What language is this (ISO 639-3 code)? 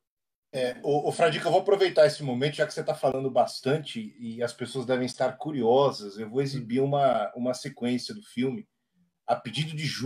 por